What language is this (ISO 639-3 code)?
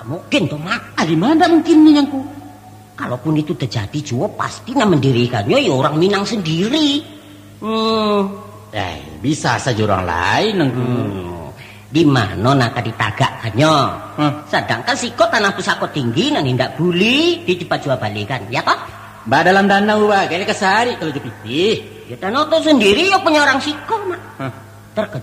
min